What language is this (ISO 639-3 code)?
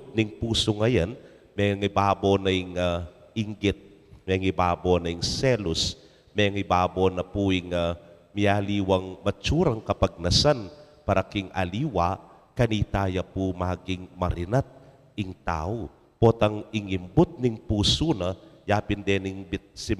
pam